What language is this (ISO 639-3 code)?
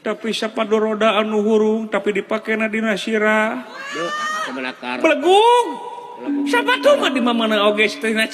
sun